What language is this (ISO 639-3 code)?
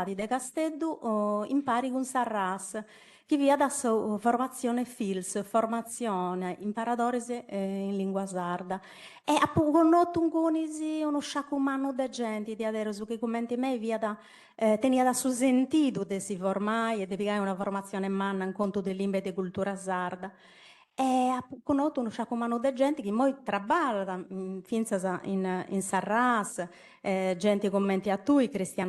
srd